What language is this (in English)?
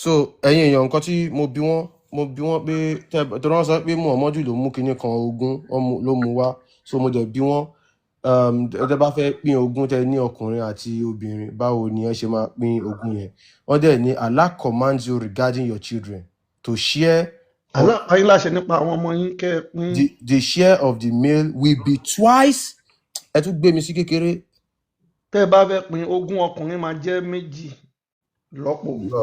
Yoruba